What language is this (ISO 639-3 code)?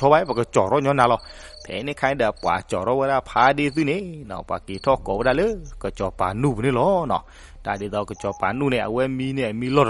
ksw